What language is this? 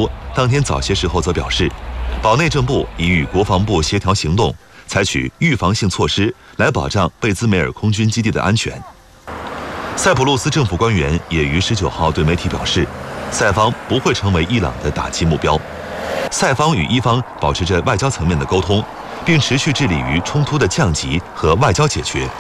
Chinese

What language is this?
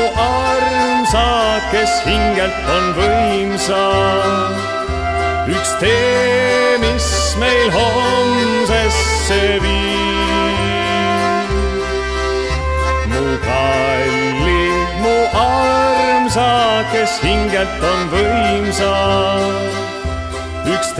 Estonian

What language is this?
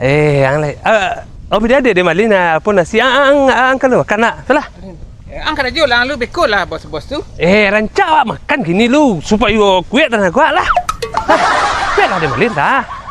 Minangkabau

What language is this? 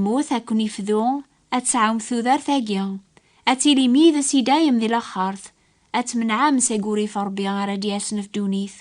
Kabyle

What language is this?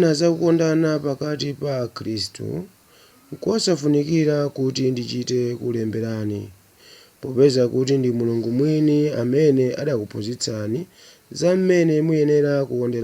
Nyanja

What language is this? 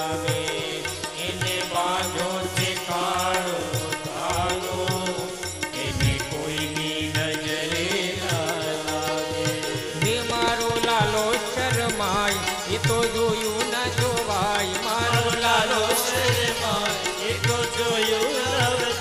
Gujarati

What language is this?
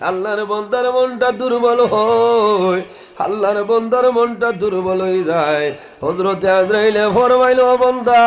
Sylheti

